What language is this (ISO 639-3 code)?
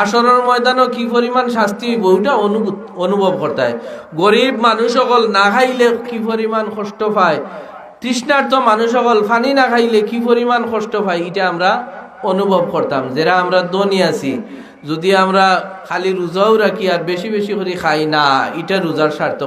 syl